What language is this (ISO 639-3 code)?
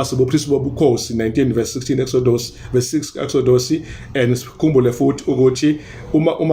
zul